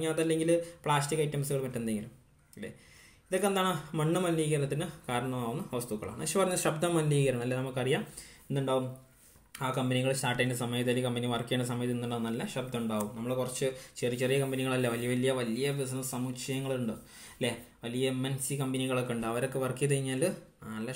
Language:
Malayalam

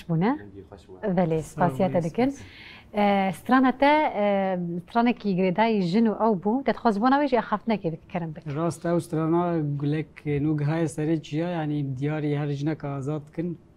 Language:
Kurdish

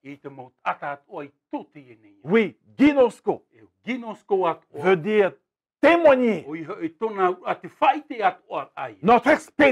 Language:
Tahitian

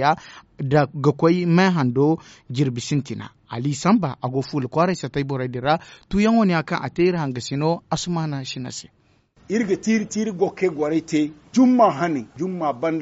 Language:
Zarma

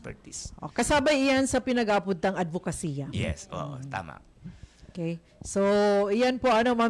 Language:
Bikol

